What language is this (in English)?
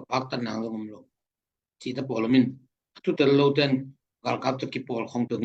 Tedim Chin